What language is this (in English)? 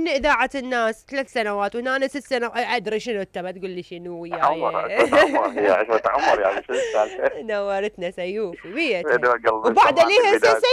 Mesopotamian Arabic